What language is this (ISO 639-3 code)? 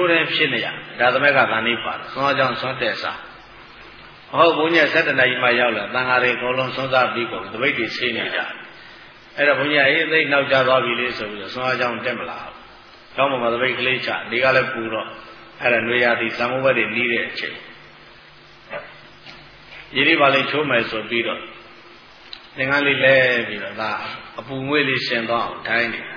mya